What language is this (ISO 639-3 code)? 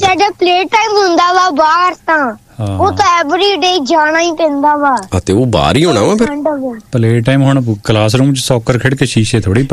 pan